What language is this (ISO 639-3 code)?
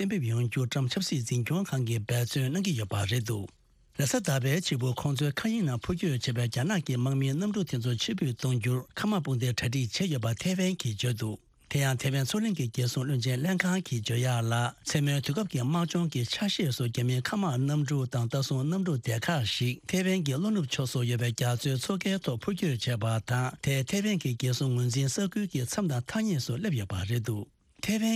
bod